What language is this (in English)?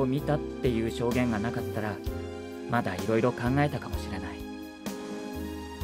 Japanese